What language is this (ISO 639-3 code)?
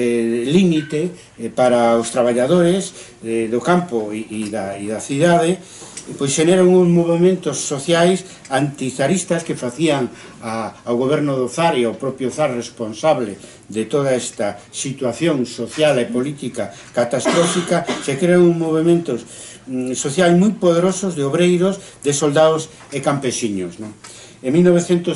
glg